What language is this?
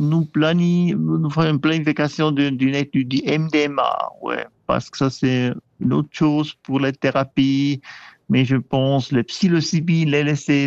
French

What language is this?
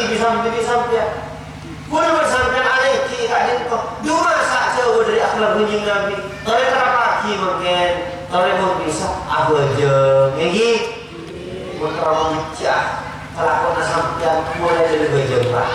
Madurese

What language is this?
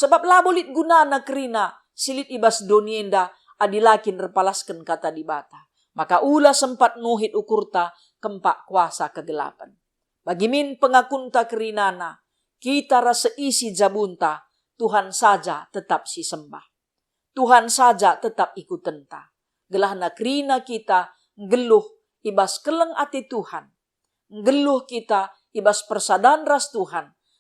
Batak Karo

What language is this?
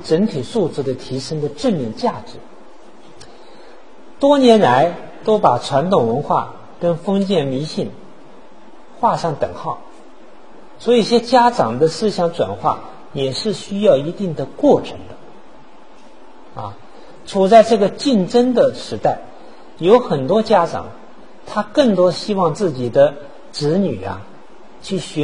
Chinese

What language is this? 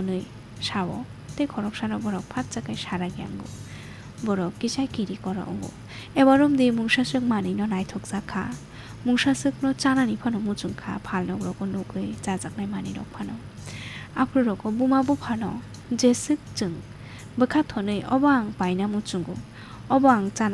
Kok Borok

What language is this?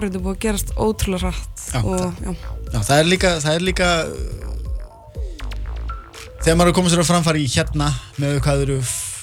Icelandic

